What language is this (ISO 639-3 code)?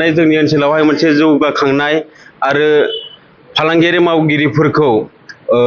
brx